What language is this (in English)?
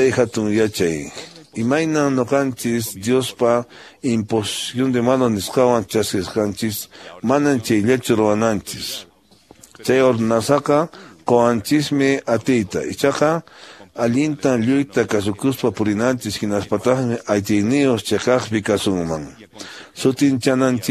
Quechua